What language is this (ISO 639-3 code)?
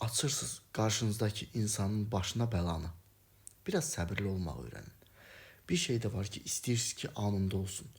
aze